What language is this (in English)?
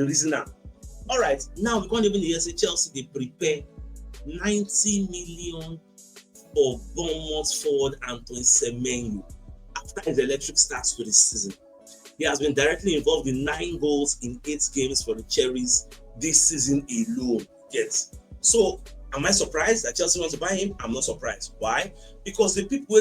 Nigerian Pidgin